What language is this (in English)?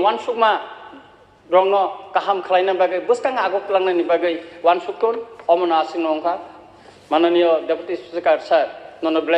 Kok Borok